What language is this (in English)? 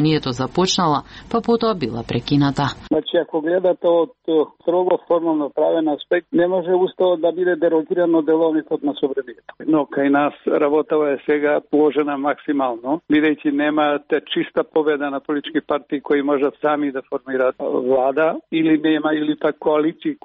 Macedonian